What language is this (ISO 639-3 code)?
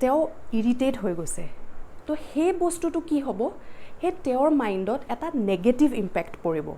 asm